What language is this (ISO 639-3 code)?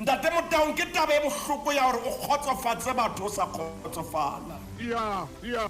sot